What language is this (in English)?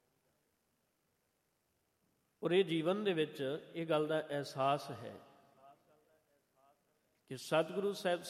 Punjabi